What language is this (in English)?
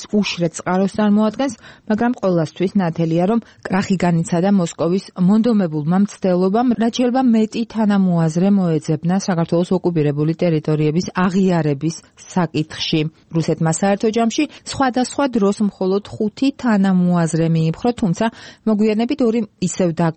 Georgian